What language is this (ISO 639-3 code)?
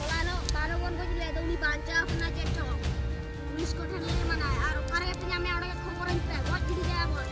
sat